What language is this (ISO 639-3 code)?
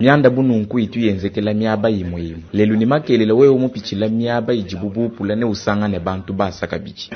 lua